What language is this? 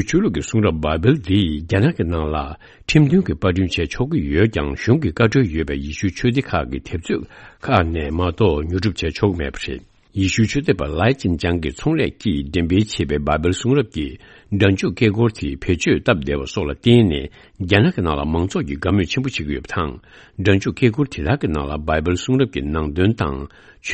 Tibetan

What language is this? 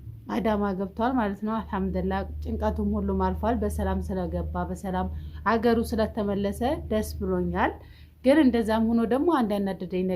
Amharic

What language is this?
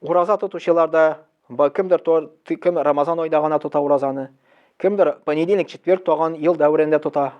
Tatar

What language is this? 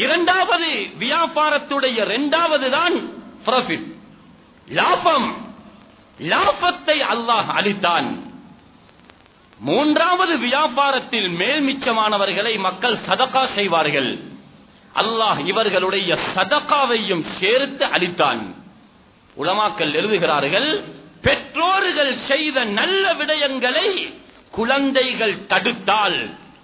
Tamil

